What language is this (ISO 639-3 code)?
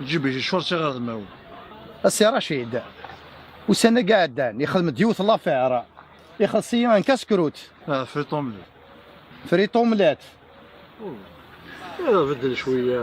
kab